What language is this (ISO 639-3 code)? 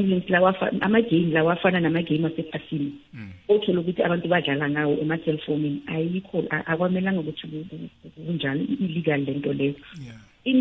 nbl